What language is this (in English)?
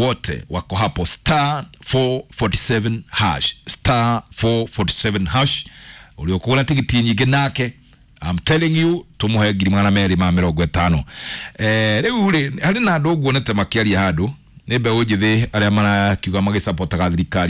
Kikuyu